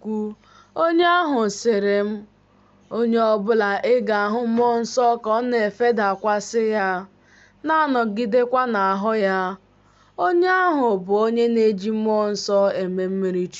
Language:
Igbo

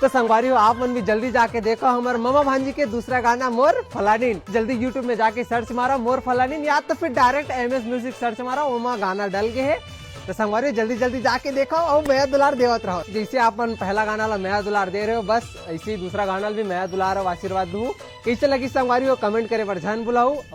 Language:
Chhattisgarhi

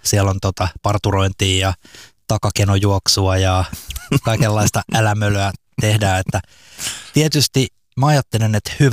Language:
Finnish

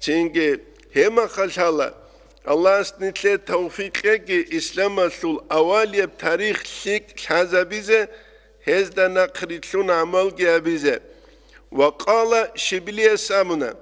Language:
Avaric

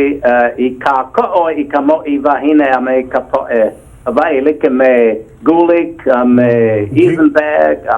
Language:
Hawaiian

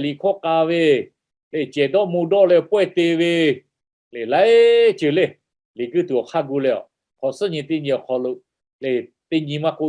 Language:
Lahu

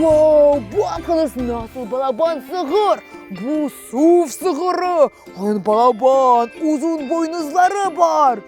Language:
Crimean Tatar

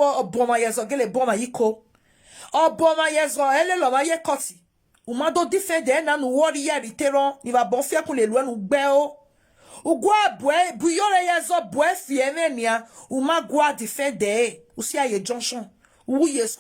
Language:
Nigerian Pidgin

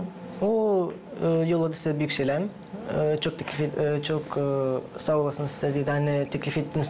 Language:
Gagauz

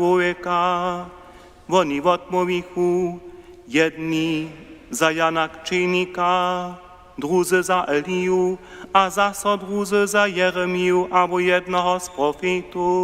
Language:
Upper Sorbian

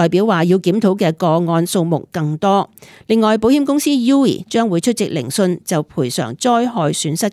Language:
Cantonese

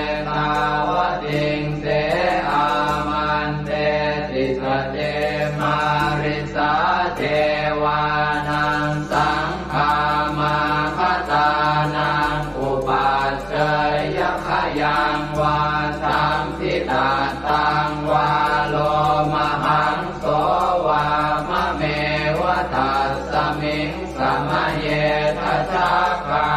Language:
Pali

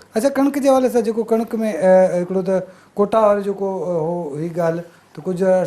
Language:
Sindhi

